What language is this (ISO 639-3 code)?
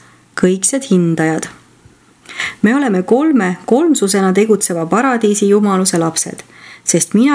est